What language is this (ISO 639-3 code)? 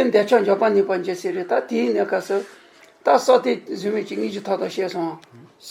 bod